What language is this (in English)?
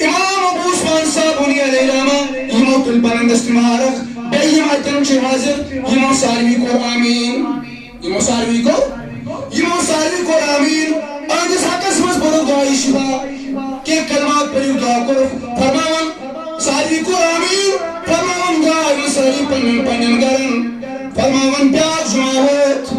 Kashmiri